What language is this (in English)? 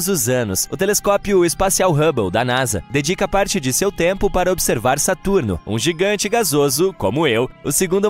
Portuguese